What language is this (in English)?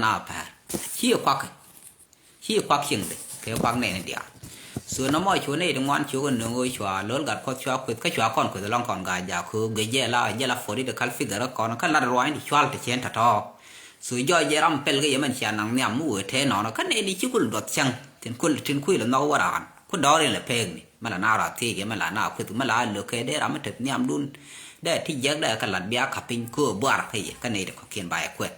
Nuer